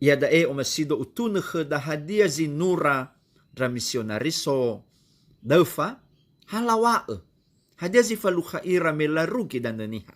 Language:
Nias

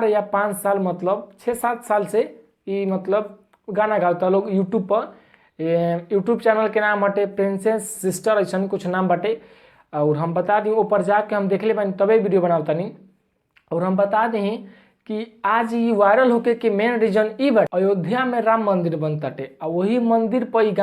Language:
Bhojpuri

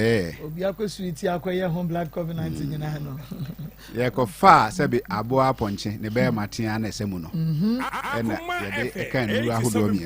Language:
Akan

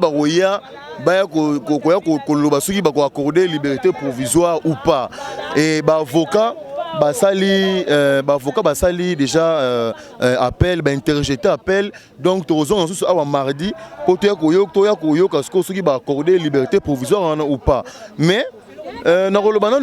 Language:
Lingala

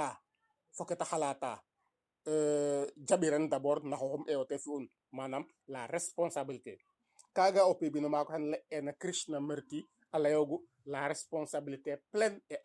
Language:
Serer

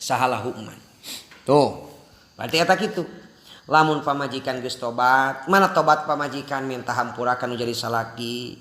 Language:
Sundanese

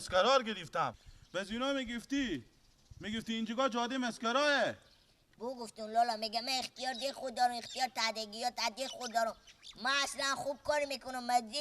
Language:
Persian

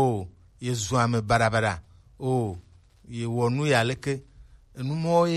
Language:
Gen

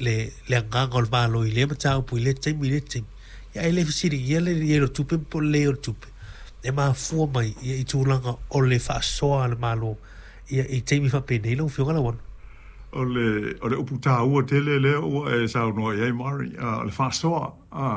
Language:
Samoan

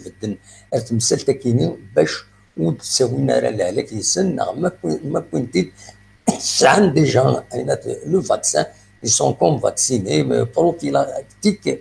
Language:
Kabyle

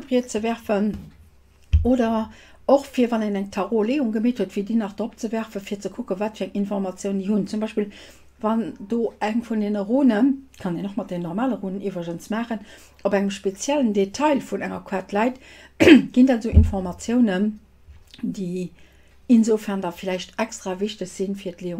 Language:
Luxembourgish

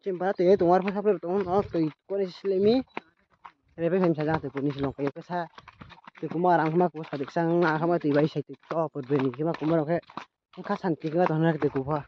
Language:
Riang (India)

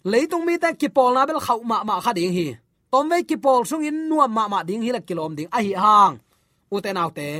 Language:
Tedim Chin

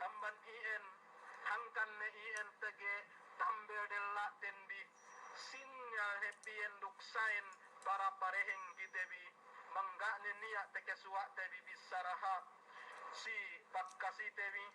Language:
Yakan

